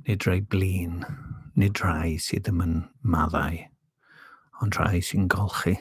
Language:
Welsh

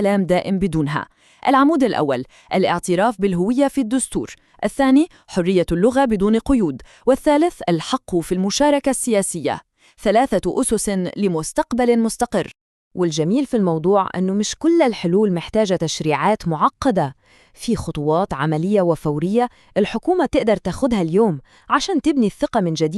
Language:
North Levantine Arabic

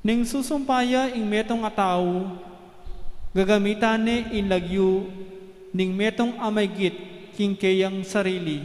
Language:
Pampanga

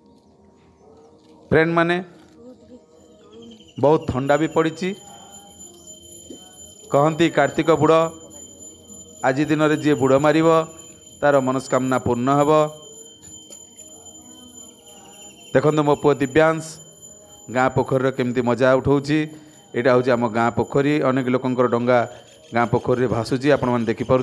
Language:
Odia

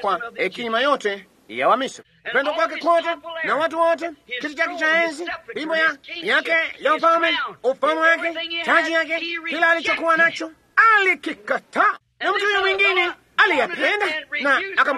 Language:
Swahili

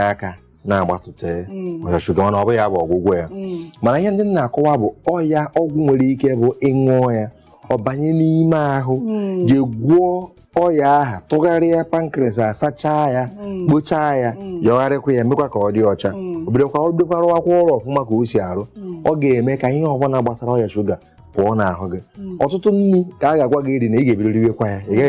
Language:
Igbo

